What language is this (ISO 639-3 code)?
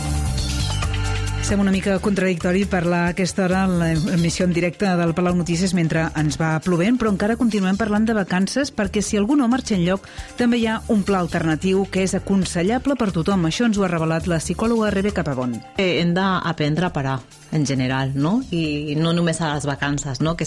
cat